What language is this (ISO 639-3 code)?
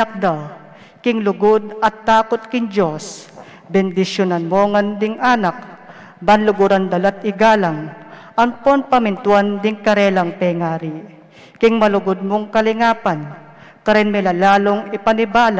pam